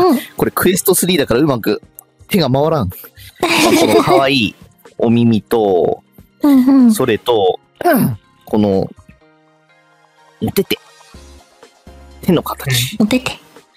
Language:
Japanese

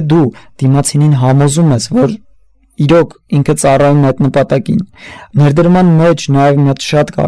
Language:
Armenian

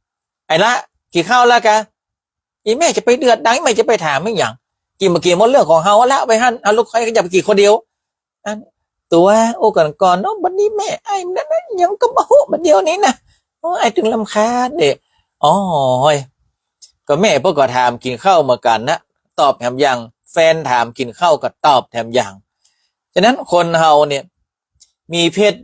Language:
Northern Thai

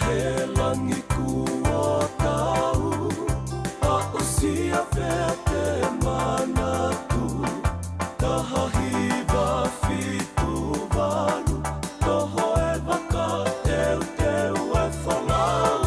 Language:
Tongan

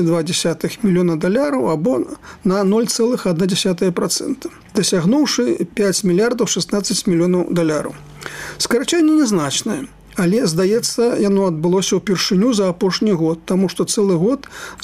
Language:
Belarusian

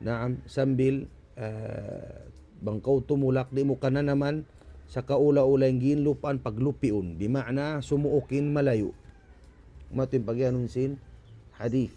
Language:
Tausug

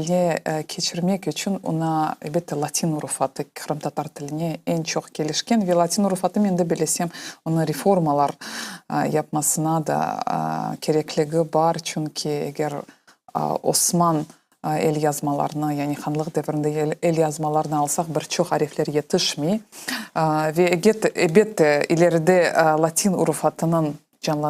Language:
Crimean Tatar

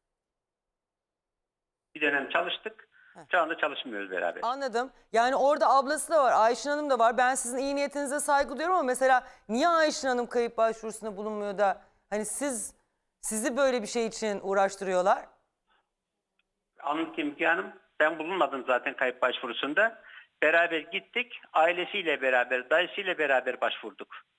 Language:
Turkish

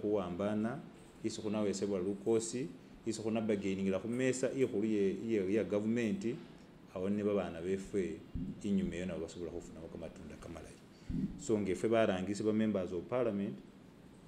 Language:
Masaaba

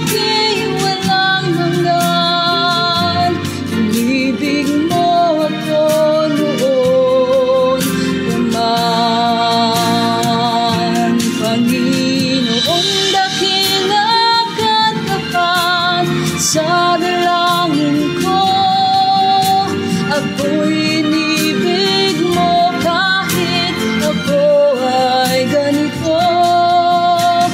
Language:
Filipino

